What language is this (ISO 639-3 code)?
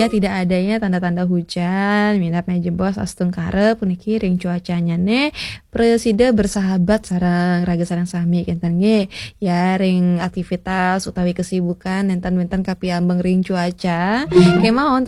ban